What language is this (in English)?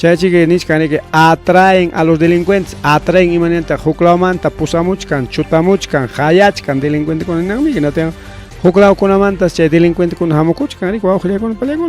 Ayacucho Quechua